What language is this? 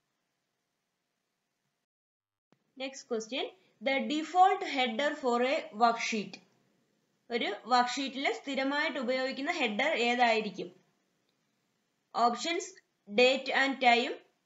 Malayalam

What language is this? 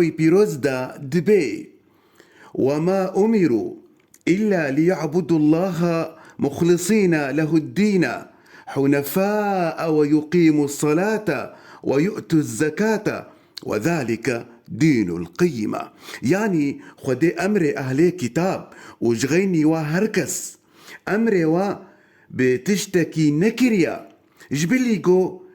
Kurdish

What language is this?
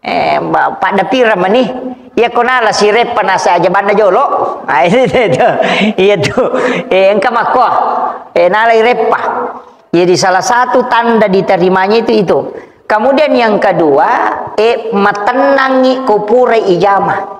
Buginese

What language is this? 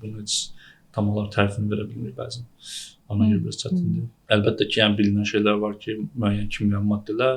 Azerbaijani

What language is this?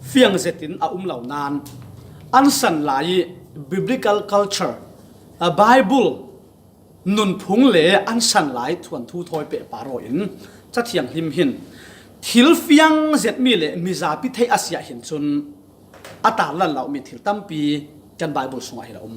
Falam Chin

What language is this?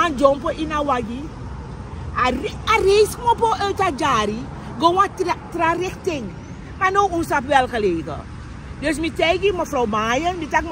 Sranan Tongo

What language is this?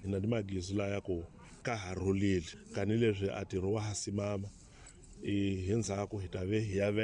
Tsonga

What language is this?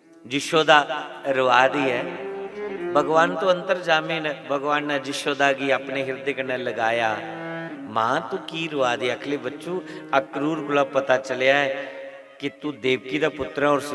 Dogri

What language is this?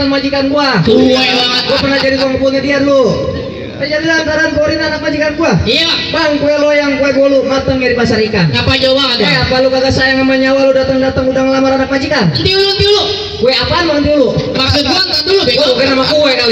Betawi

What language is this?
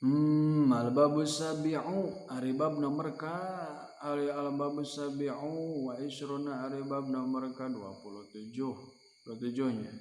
Sundanese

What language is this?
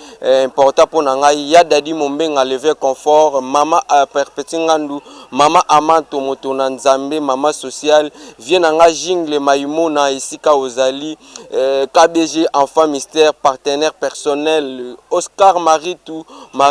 Lingala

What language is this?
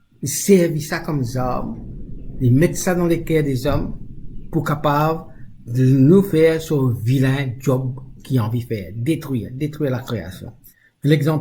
Morisyen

